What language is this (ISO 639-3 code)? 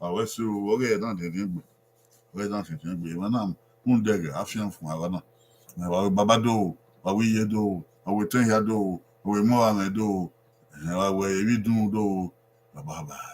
bin